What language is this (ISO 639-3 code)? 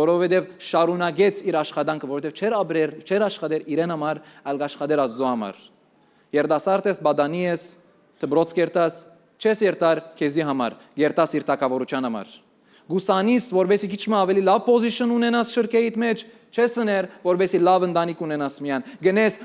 hyw